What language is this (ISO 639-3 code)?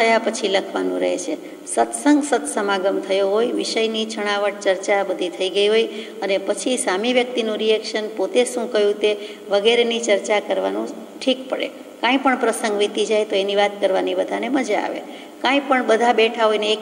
guj